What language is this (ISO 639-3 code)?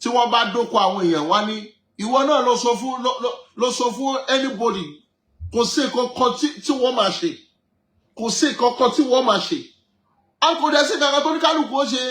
yor